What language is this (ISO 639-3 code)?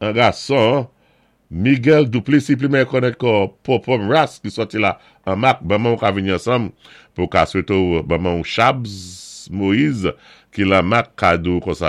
acf